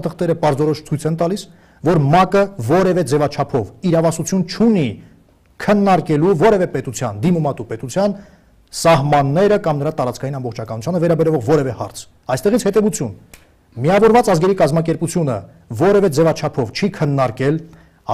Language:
Armenian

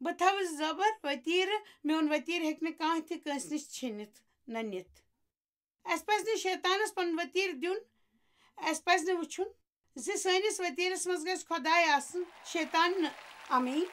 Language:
Kashmiri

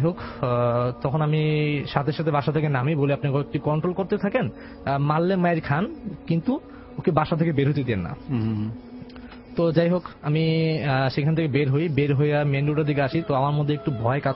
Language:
Bangla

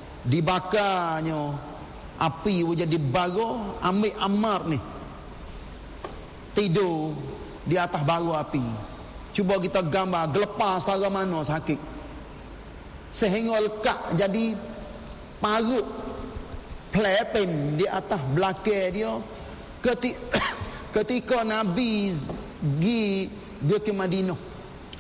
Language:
Malay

